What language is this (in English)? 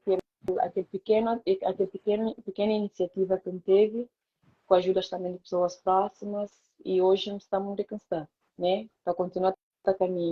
Kabuverdianu